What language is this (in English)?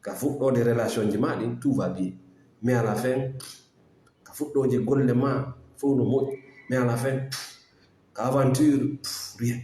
Fula